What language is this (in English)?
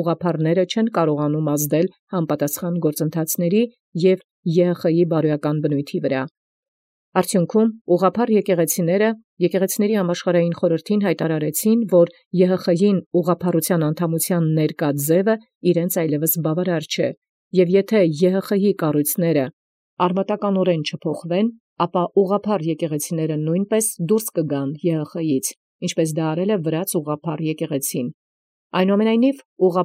Armenian